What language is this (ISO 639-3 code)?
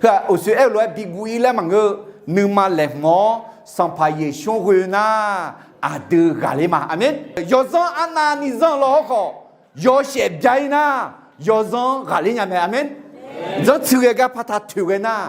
ahk